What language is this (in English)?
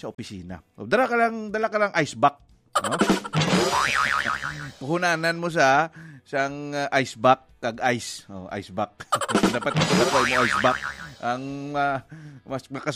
Hiligaynon